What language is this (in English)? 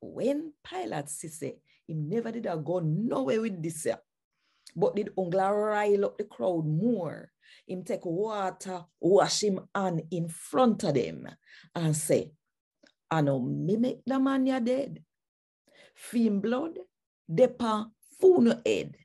Jamaican Creole English